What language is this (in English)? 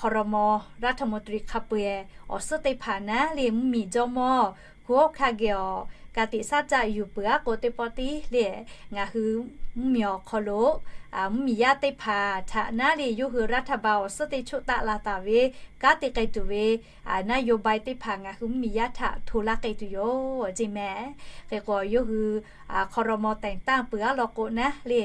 Lahu